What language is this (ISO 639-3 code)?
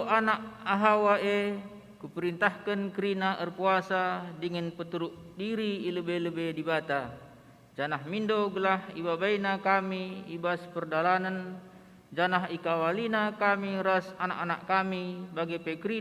btx